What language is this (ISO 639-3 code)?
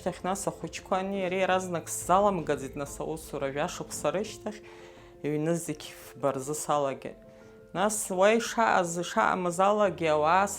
abk